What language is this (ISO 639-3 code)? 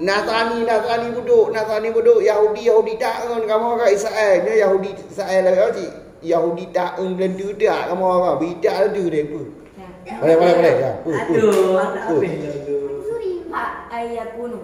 ace